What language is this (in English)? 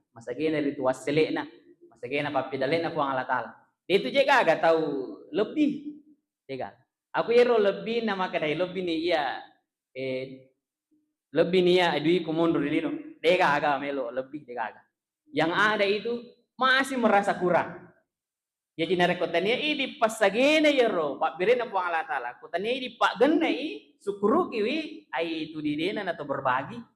Buginese